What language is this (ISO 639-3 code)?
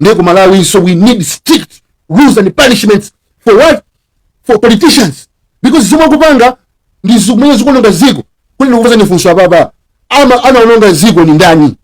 nya